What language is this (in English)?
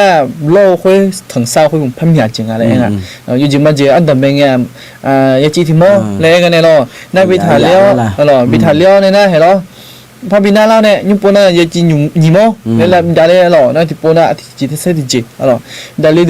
Akha